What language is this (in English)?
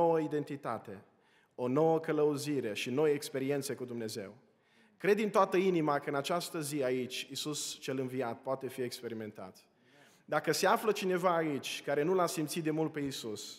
Romanian